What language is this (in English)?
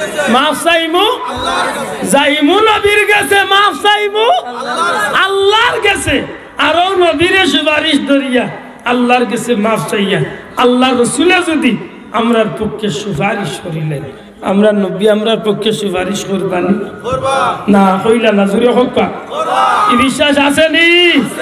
Sylheti